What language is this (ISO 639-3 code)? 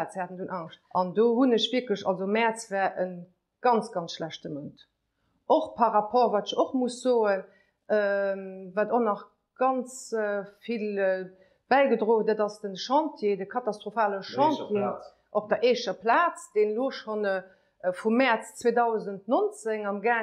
ltz